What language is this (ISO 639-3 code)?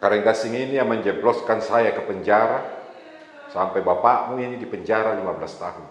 mfp